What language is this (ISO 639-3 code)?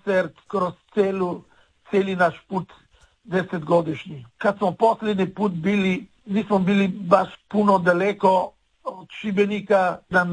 hrv